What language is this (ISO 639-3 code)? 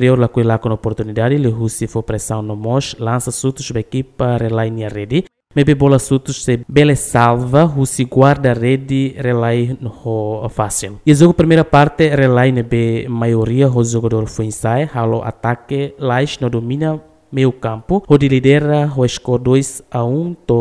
tet